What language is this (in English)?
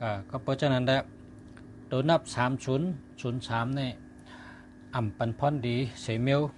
Shan